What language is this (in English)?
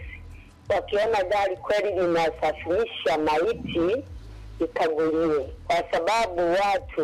Swahili